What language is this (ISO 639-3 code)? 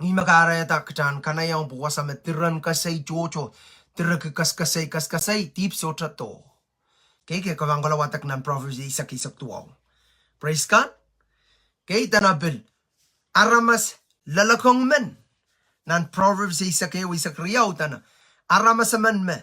pon